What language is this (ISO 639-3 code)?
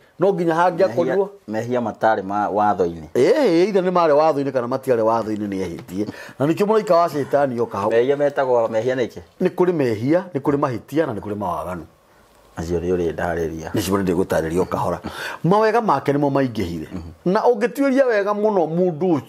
kik